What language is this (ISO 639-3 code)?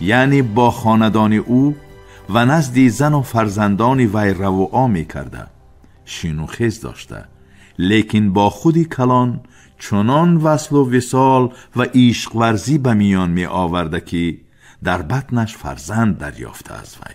tgk